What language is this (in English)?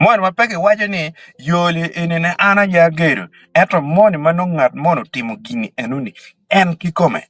Acoli